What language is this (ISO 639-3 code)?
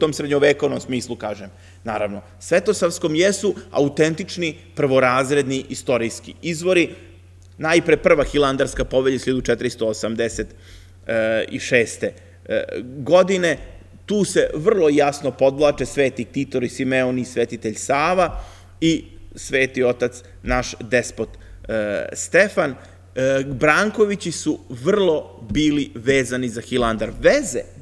srp